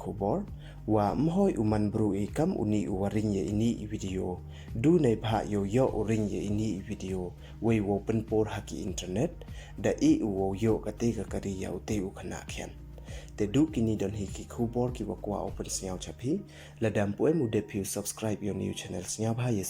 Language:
Pnar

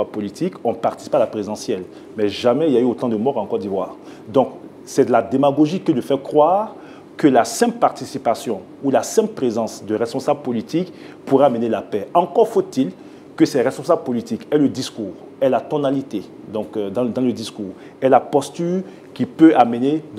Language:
French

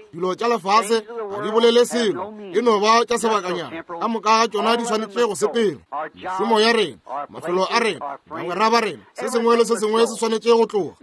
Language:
Northern Sotho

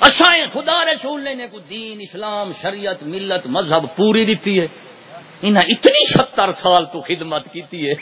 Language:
Saraiki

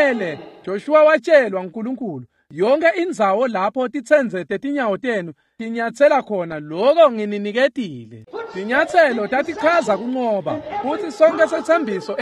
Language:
Swati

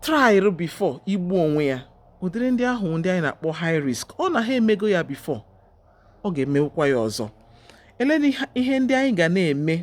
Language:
Igbo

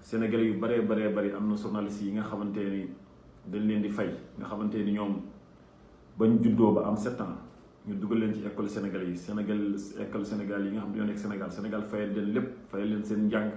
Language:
Wolof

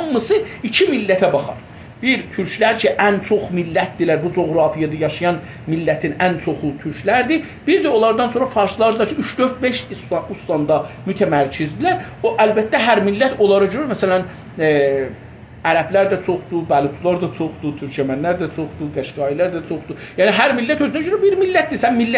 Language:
South Azerbaijani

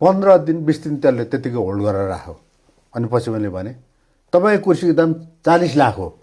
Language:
Nepali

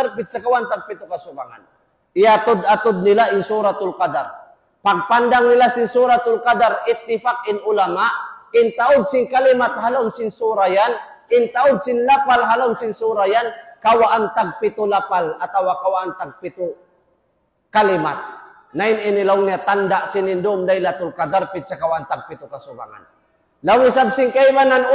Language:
Tausug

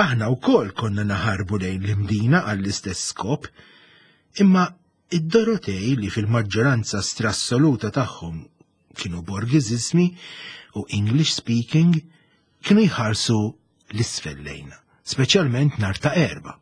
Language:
Maltese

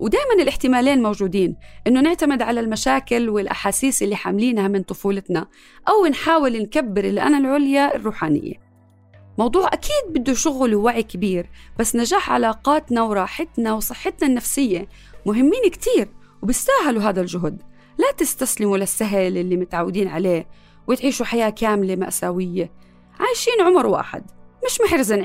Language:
North Levantine Arabic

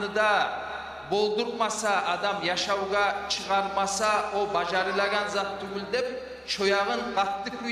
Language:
Kumyk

